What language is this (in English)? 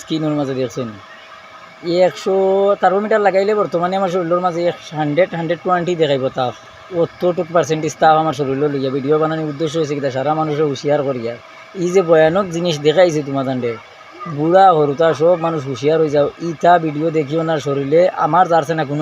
Sylheti